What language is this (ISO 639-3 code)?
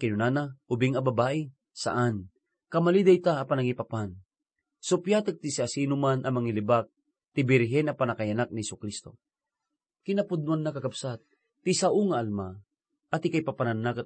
ilo